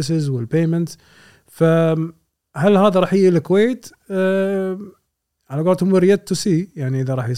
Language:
Gulf Arabic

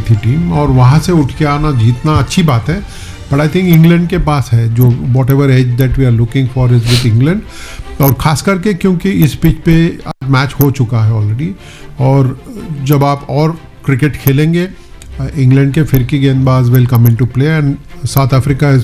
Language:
Hindi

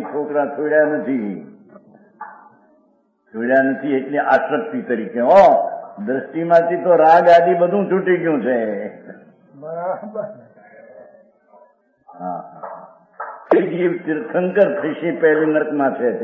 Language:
Gujarati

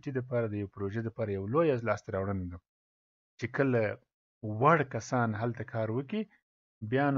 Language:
Pashto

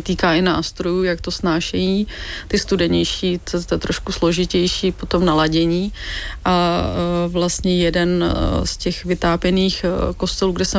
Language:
Czech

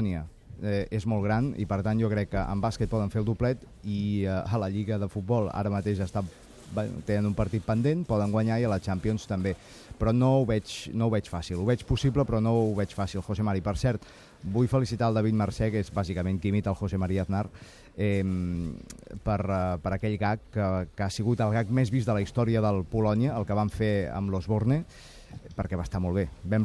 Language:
Catalan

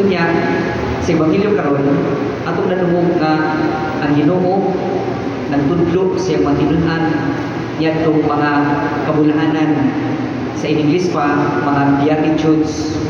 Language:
Cebuano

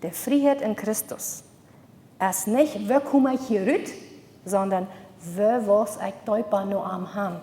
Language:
Plautdietsch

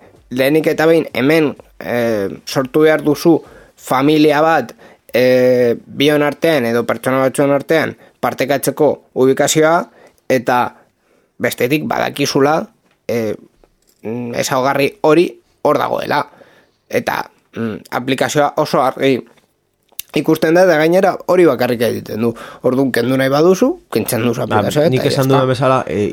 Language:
Basque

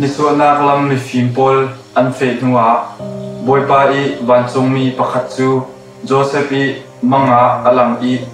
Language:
Falam Chin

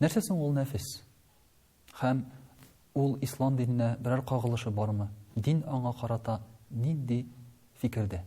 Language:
Tatar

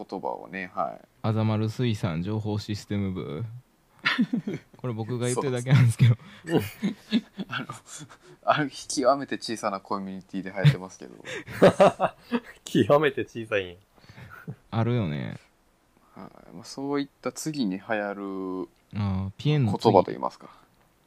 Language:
Japanese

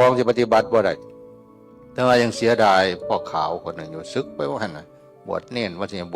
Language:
Northeastern Thai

